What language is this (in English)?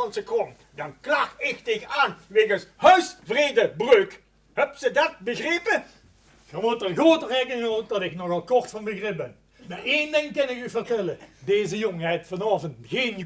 Limburgish